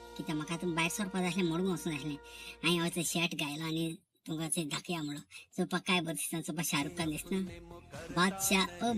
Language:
Konkani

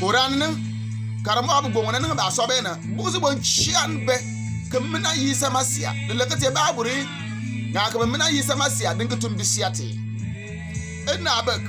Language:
Bimoba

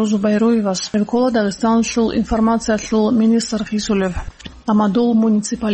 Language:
Avaric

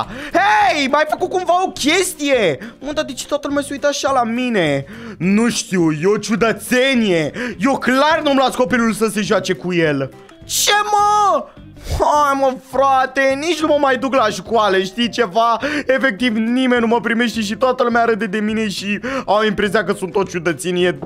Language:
Romanian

